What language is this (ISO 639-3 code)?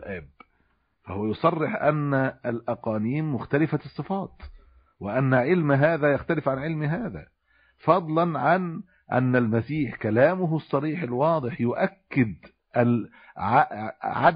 ara